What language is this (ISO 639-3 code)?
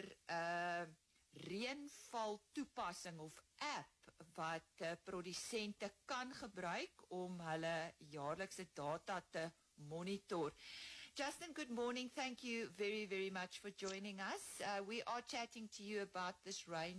afr